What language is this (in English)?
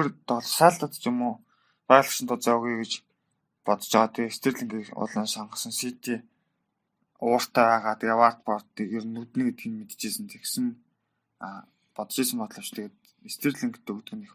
Mongolian